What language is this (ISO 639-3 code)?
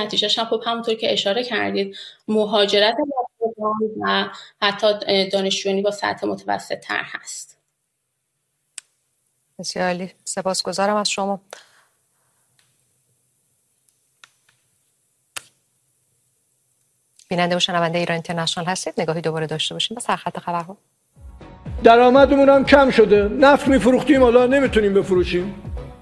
fas